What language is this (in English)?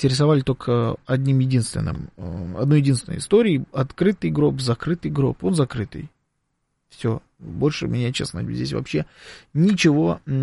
Russian